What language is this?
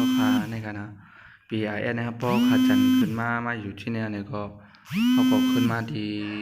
Shan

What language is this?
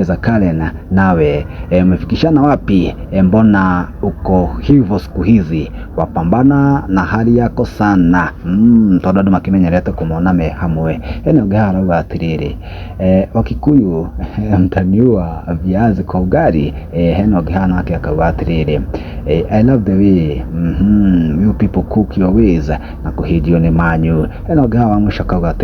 Kikuyu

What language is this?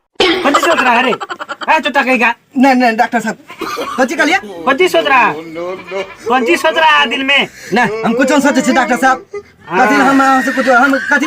Maithili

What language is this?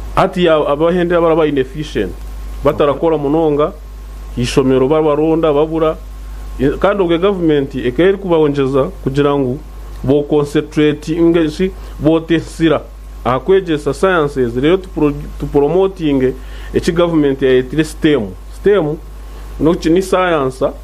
Nyankole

